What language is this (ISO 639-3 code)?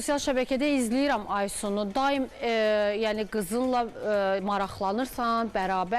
aze